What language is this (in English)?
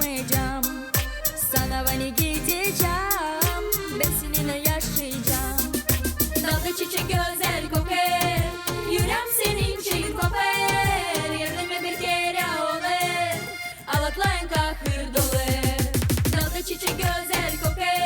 Gagauz